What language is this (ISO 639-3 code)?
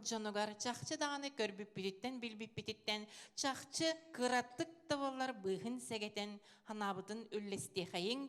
sah